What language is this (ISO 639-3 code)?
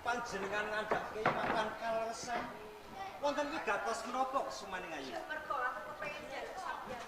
jav